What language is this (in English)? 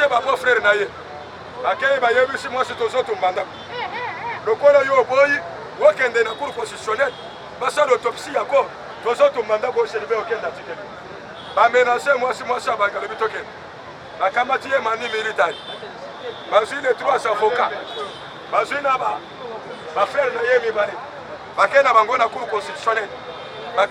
Lingala